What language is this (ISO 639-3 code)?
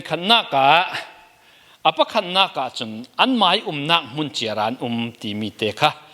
cfm